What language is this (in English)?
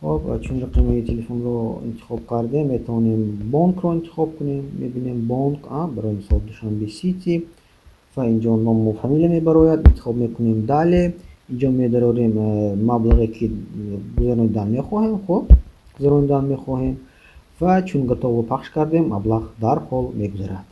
Tajik